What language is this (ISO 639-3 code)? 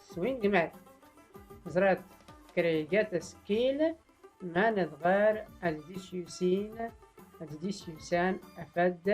shi